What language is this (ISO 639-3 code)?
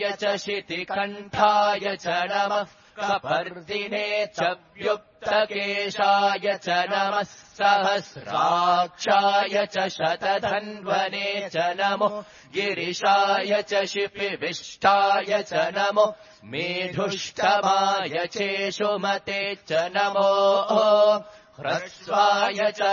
san